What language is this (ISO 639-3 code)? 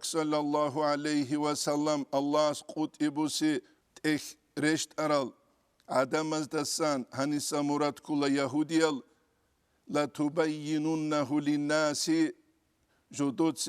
ava